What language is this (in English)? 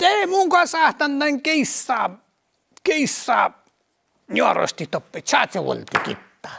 Northern Sami